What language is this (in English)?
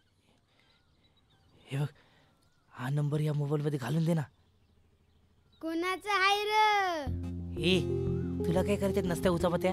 Marathi